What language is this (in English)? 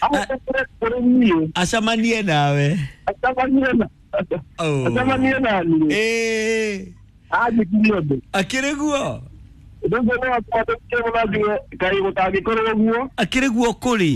Kikuyu